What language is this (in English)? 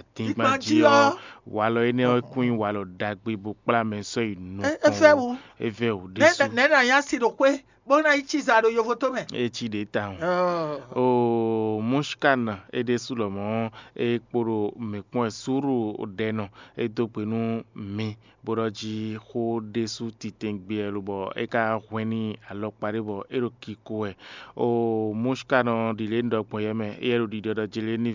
Fon